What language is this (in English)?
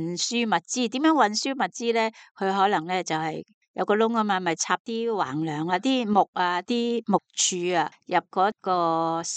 Cantonese